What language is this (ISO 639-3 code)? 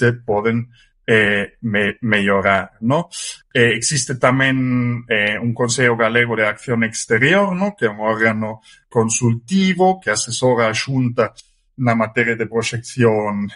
glg